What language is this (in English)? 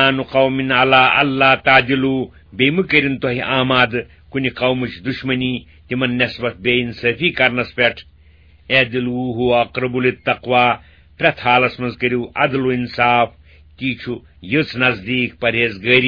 Kashmiri